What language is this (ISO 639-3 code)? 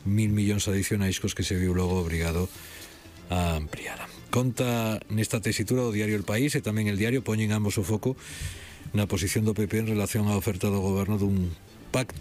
glg